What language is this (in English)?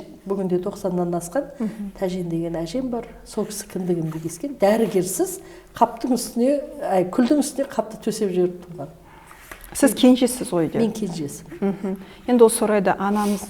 Kazakh